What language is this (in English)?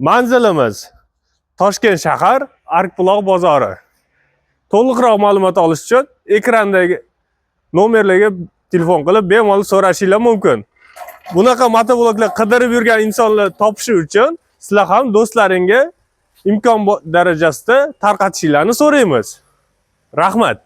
Uzbek